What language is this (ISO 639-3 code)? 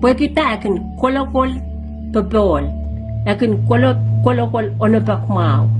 pon